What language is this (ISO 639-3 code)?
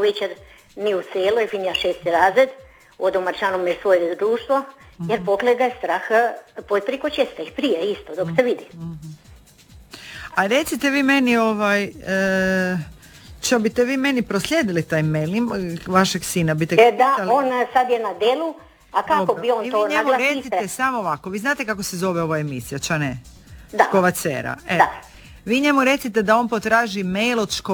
hrv